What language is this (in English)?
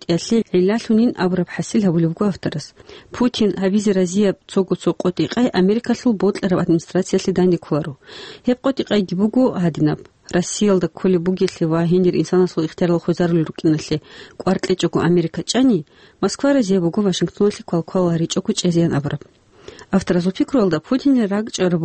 Avaric